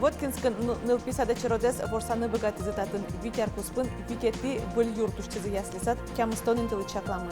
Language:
Udmurt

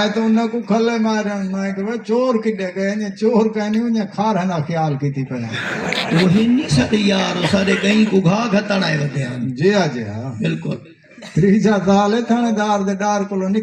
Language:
Saraiki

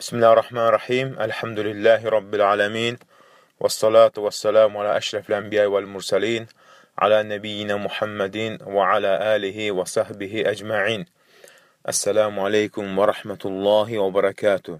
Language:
Azerbaijani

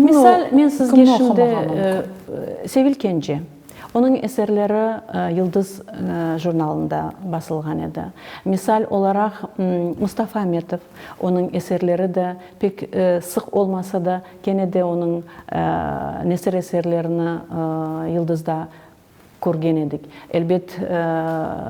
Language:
Crimean Tatar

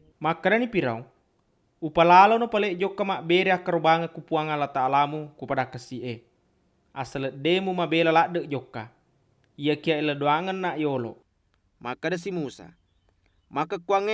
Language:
Buginese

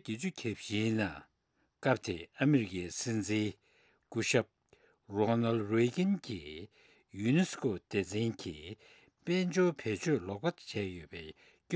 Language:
Tibetan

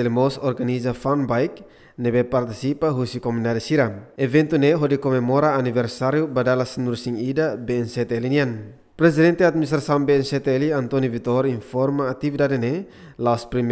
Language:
Tetum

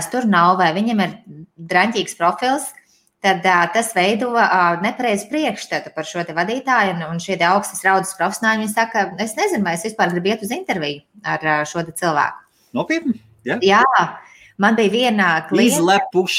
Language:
Latvian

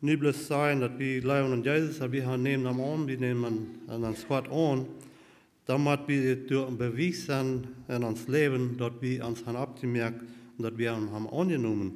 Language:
Plautdietsch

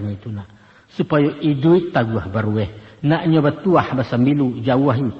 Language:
Minangkabau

